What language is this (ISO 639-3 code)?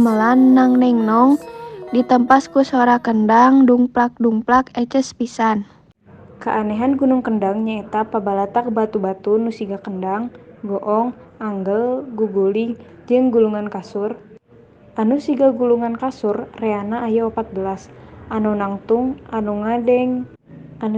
sun